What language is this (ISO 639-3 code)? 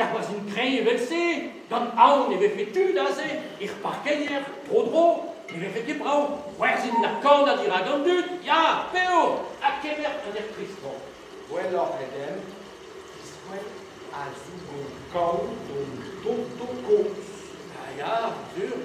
bre